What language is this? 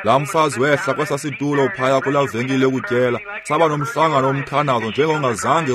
Xhosa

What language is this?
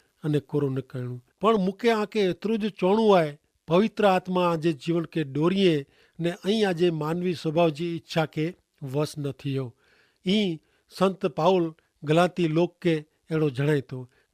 Kachhi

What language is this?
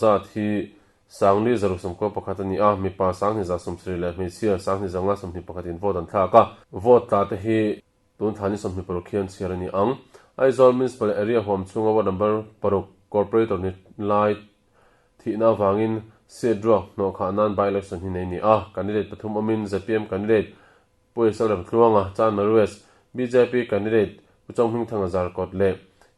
Mizo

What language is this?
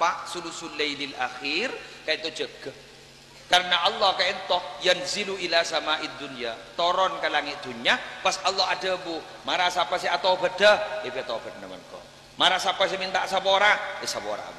Madurese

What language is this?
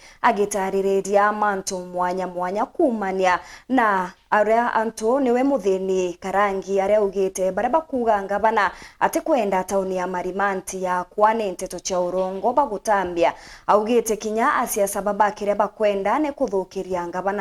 Meru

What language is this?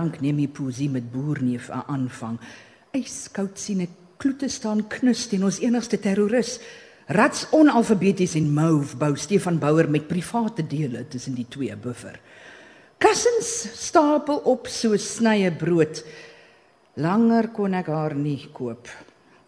Afrikaans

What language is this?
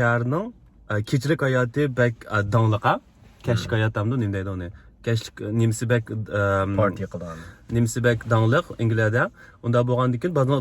Uyghur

